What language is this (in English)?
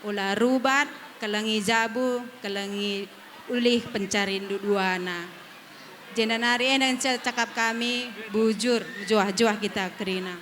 Batak Karo